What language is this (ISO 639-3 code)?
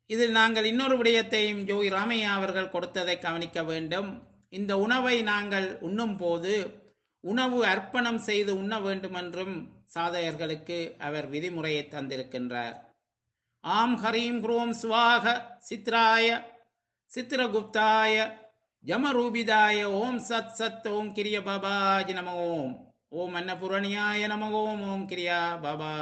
tam